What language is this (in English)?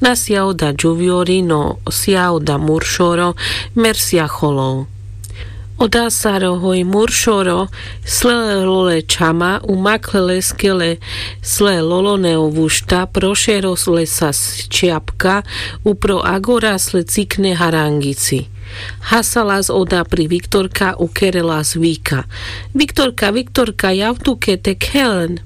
Carpathian Romani